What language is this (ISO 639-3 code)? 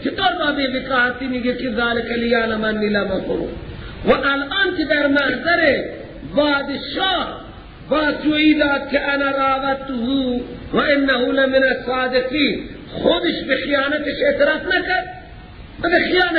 fas